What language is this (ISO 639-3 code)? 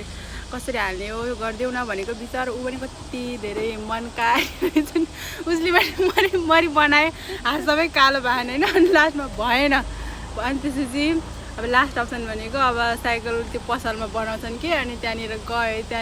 nep